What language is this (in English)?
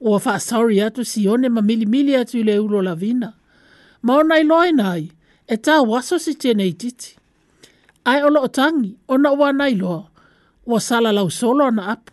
Samoan